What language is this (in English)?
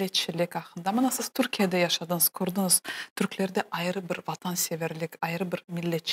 Crimean Tatar